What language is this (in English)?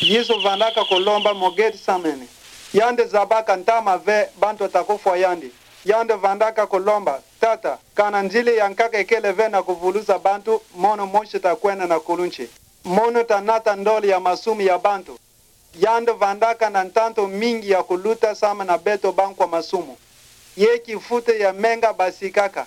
Kituba (Democratic Republic of Congo)